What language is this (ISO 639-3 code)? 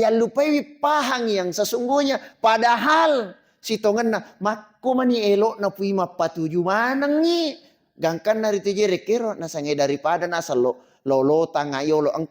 bug